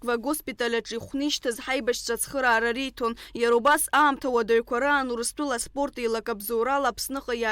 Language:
Abkhazian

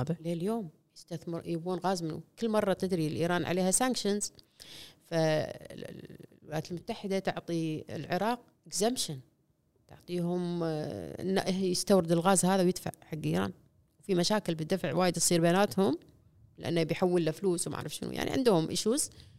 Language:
Gulf Arabic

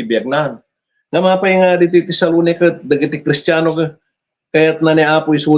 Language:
Iloko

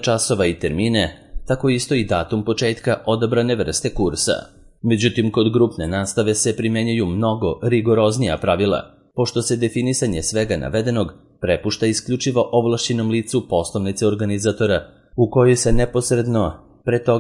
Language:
Serbian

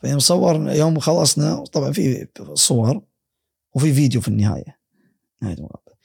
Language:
Gulf Arabic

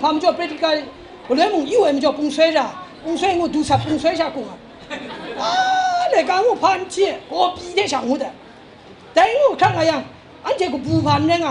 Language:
Kachin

